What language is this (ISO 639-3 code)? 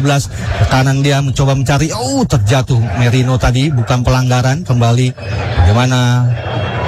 ind